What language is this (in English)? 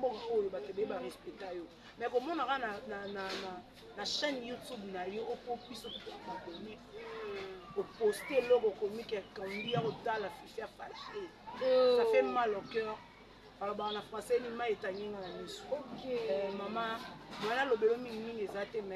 Lingala